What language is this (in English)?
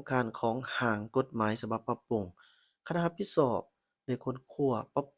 Lao